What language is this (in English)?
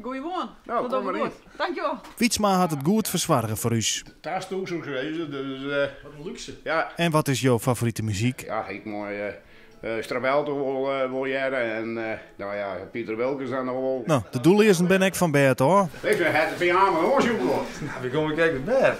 Western Frisian